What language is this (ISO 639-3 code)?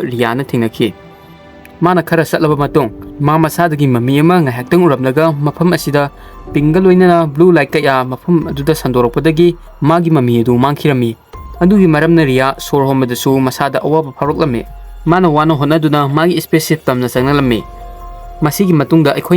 mni